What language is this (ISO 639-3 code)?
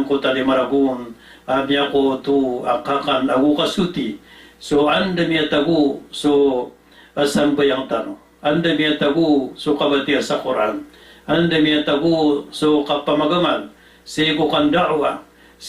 mrw